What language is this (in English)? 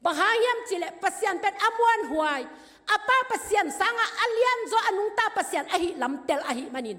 Tedim Chin